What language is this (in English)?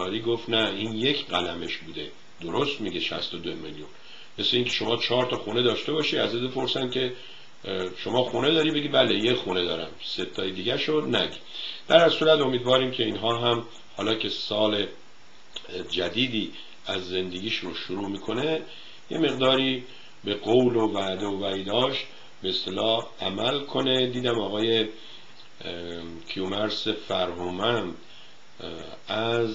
Persian